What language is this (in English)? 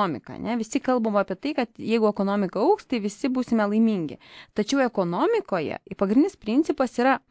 Lithuanian